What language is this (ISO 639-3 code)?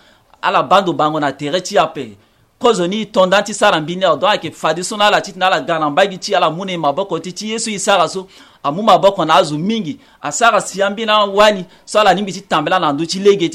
sag